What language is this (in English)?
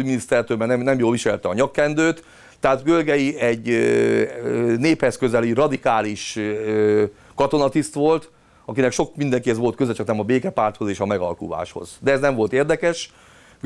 Hungarian